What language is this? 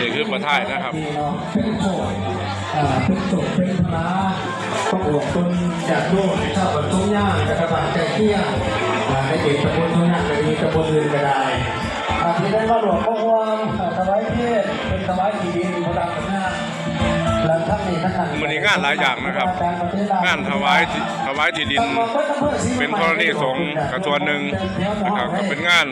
Northeastern Thai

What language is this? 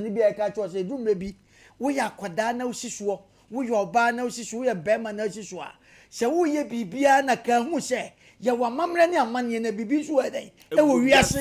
Akan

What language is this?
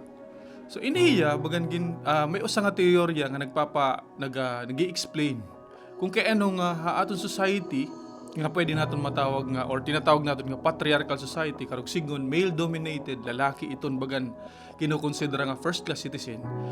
Waray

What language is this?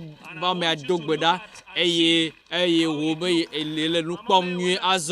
Ewe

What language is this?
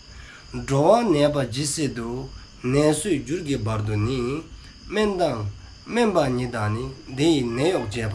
Dzongkha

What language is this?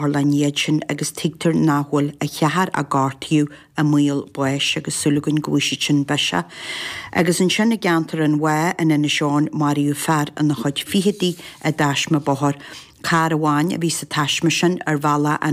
Irish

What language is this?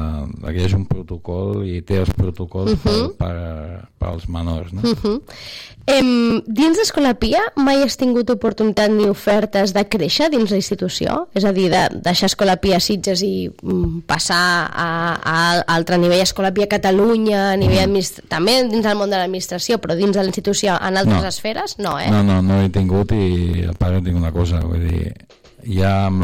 Catalan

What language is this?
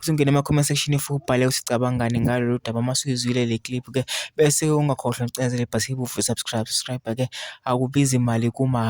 Zulu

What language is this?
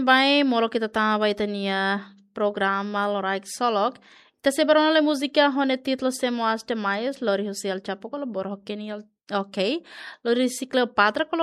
Tetum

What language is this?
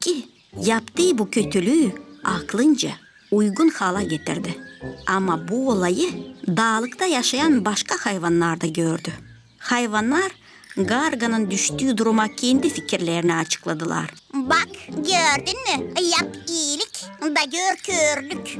Gagauz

